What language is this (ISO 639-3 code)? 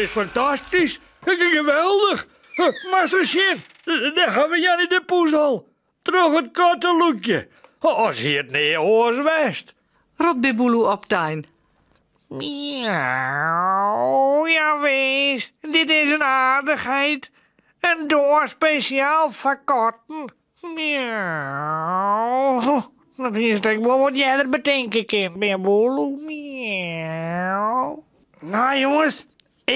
fry